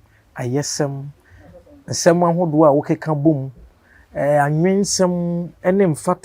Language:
Akan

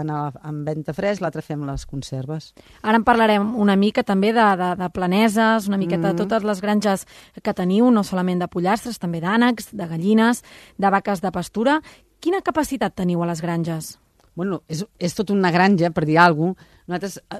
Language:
Catalan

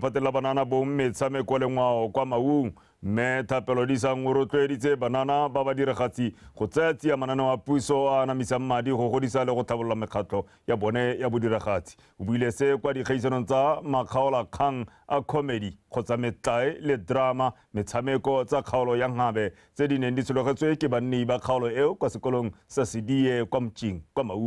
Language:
Tswana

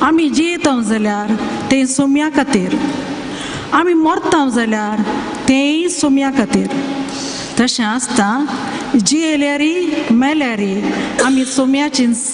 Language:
Konkani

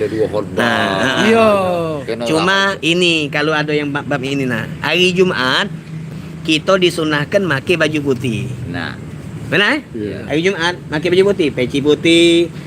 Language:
Musi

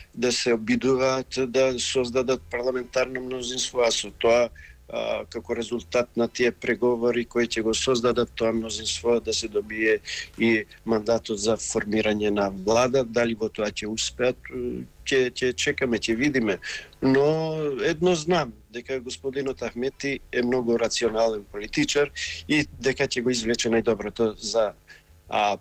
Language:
Macedonian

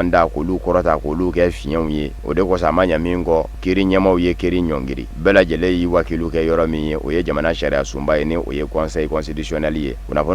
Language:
Bambara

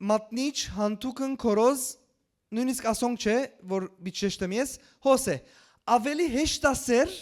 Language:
Western Armenian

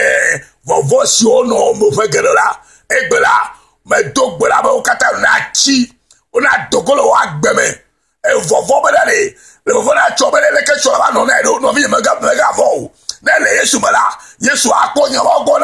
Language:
Ewe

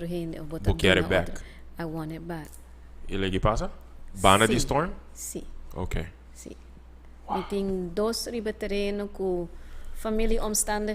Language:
Papiamento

